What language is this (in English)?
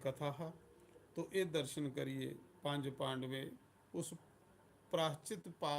Dogri